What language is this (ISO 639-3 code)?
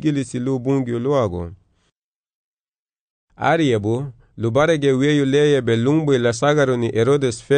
cab